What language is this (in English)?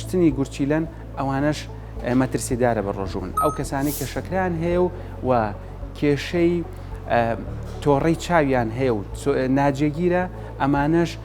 Central Kurdish